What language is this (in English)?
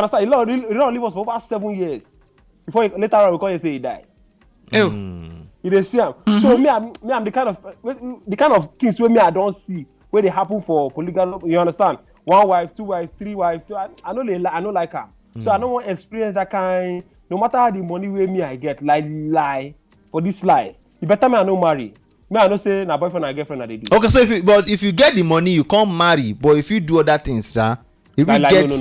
Nigerian Pidgin